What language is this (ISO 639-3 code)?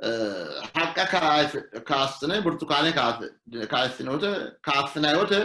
sid